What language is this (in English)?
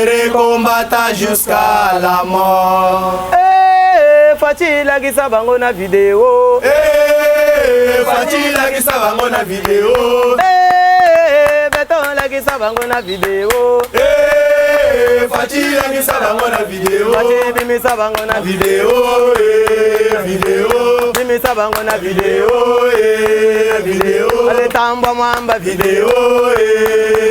Luba-Lulua